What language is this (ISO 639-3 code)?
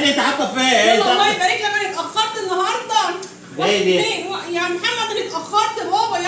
arz